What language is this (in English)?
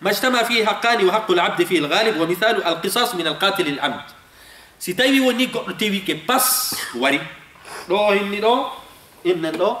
Fula